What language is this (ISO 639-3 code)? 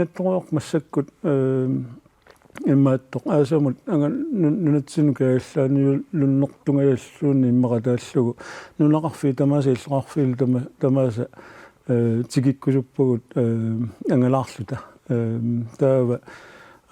kal